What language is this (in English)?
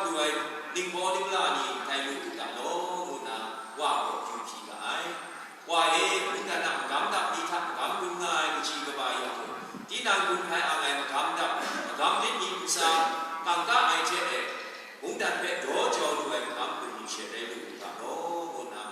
Kachin